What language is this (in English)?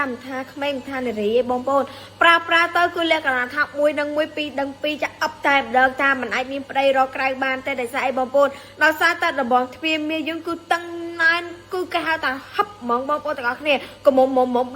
Khmer